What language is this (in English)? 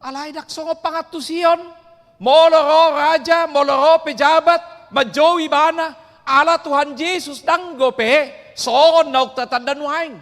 Batak Toba